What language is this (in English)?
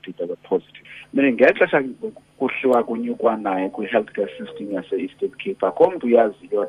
Xhosa